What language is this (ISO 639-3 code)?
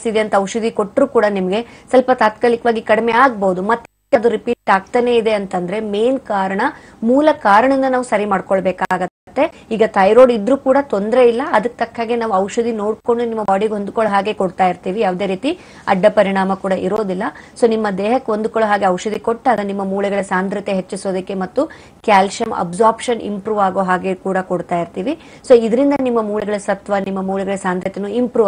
kan